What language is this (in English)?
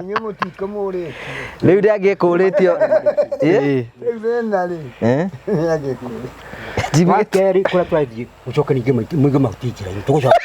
Kikuyu